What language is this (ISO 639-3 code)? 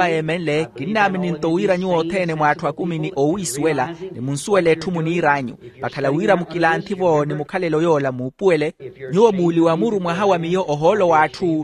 vmw